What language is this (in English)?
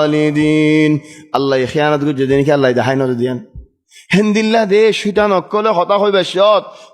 Rohingya